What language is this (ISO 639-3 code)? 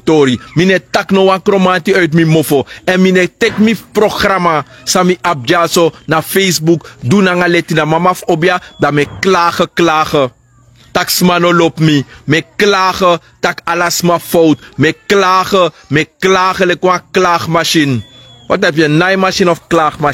srn